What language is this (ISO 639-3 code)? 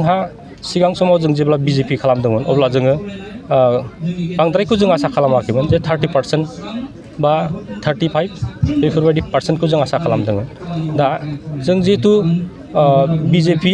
brx